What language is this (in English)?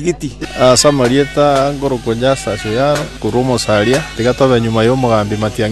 Gusii